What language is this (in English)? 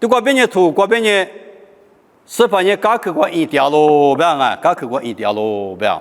Lisu